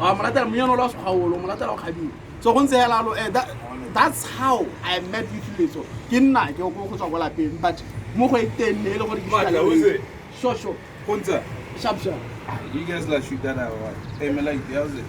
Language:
Tswana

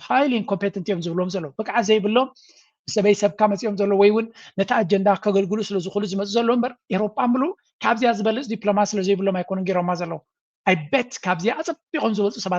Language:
Tigrinya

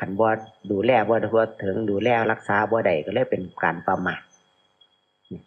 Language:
Lao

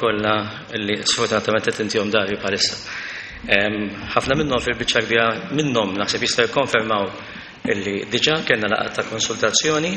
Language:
Maltese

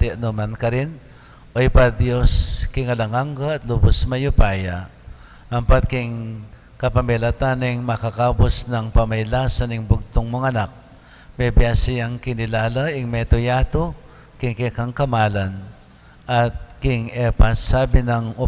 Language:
Pampanga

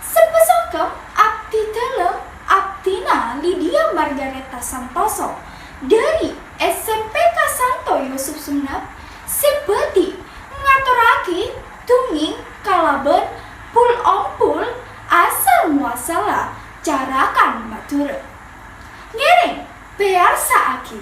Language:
Madurese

